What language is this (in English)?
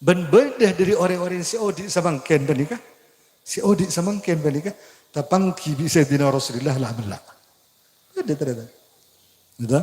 Madurese